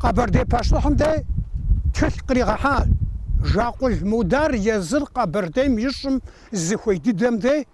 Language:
Kabardian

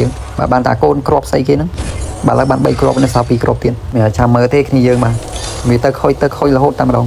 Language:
Khmer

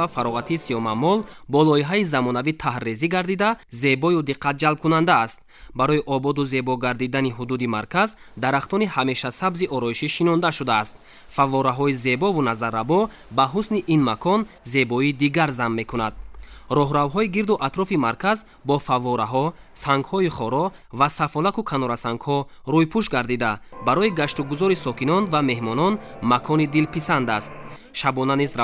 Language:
Tajik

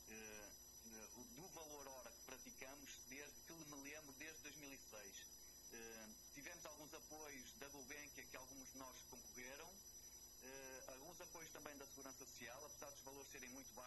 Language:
Portuguese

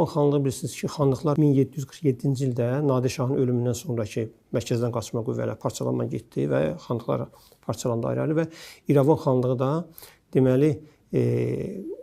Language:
Azerbaijani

